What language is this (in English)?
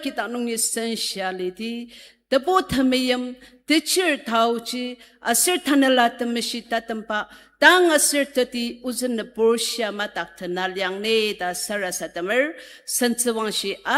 Ao Naga